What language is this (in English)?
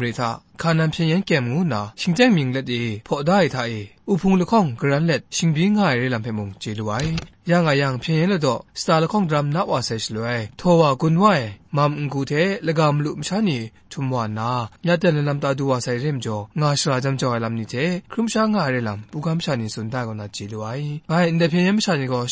Kachin